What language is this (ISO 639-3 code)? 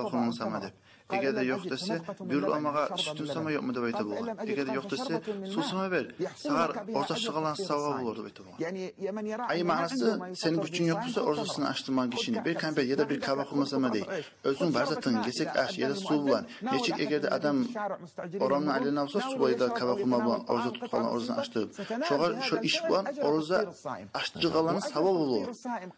kum